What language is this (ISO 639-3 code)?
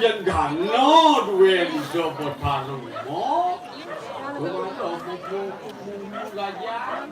ban